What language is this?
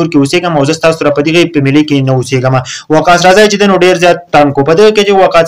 Pashto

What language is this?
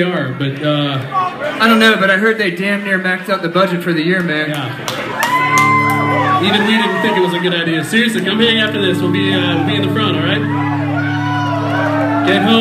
English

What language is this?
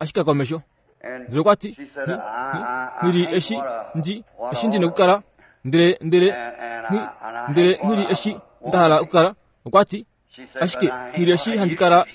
Kuanyama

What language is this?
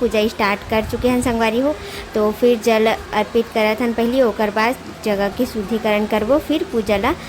Chhattisgarhi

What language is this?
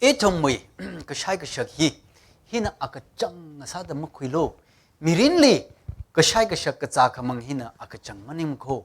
Tangkhul Naga (India)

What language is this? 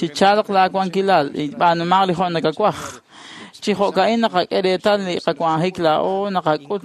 Kekchí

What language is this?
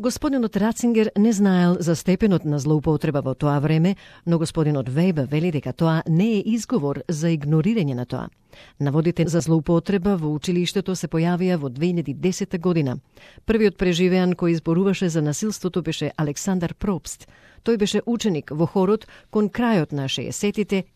Macedonian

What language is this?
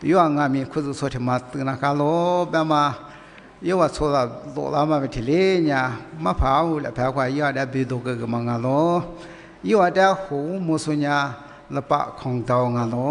Lisu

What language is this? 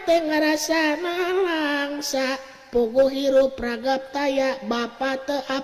Sundanese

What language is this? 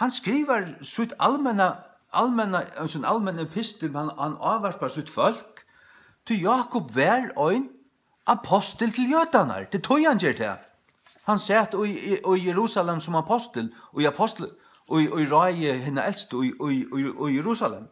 Faroese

